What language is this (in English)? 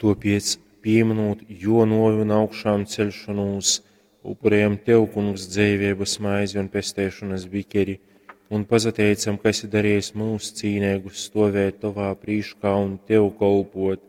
Latgalian